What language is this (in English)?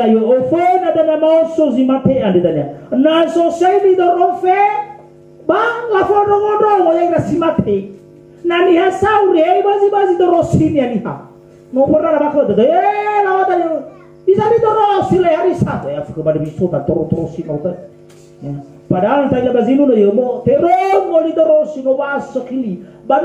Nias